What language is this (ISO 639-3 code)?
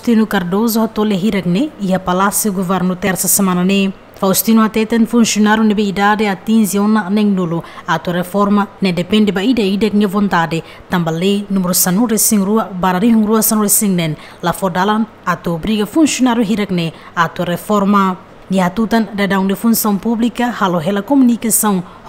tet